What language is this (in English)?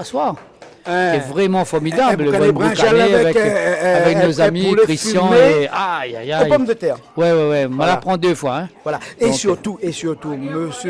Réunion Creole French